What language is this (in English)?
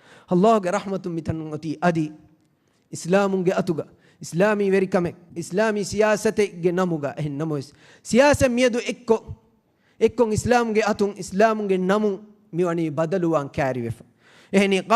Divehi